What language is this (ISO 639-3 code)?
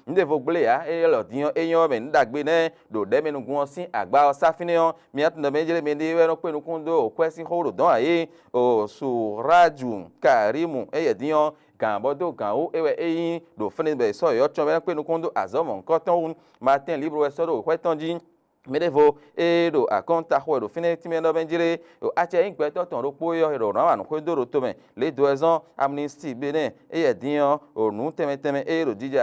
fon